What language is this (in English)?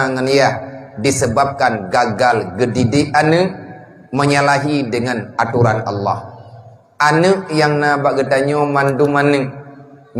Achinese